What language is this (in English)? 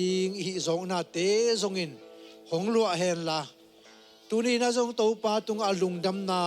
Tedim Chin